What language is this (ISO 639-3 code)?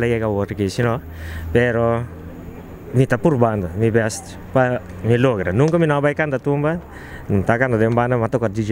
pap